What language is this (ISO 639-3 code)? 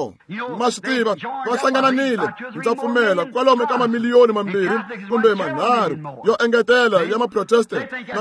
tso